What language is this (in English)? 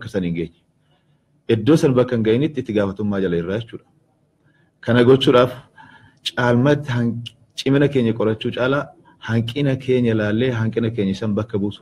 Oromo